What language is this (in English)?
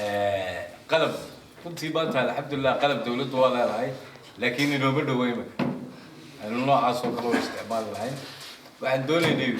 Somali